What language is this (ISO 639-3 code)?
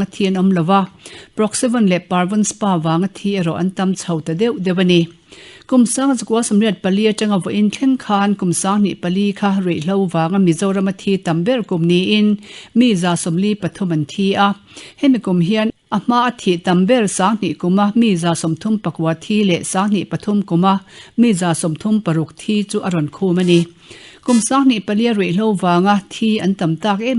lus